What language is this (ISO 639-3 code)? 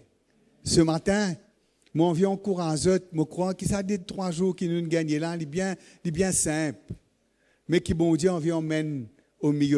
mfe